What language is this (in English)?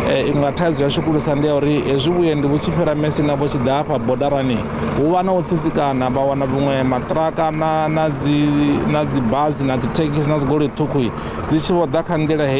Venda